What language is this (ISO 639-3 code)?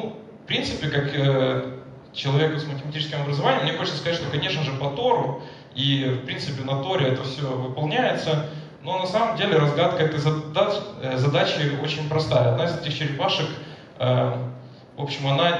rus